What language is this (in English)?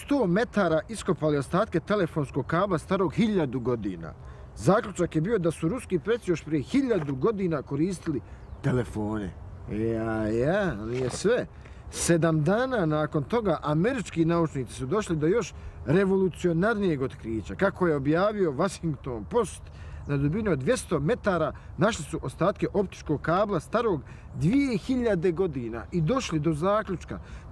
Bosnian